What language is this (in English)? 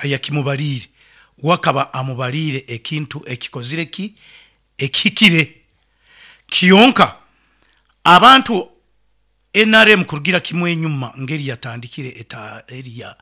Nyankole